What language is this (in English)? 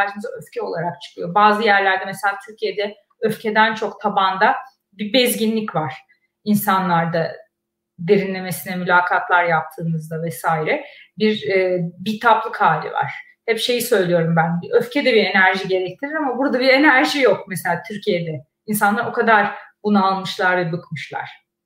Turkish